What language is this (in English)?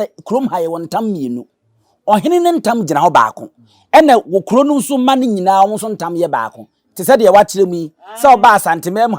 Akan